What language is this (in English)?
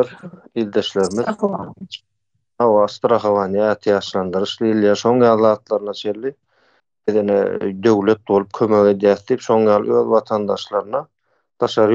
Turkmen